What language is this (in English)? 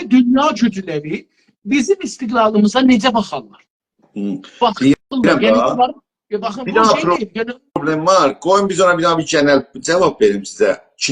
South Azerbaijani